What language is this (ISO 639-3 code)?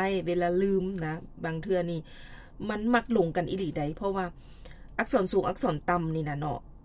lao